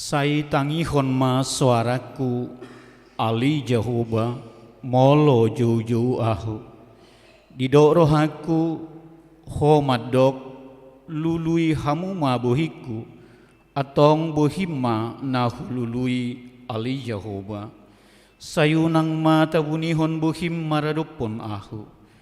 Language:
Batak Toba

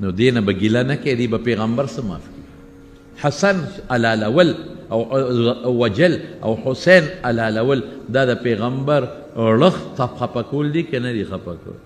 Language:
Pashto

